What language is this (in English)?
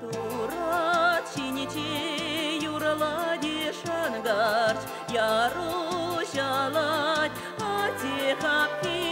Chuvash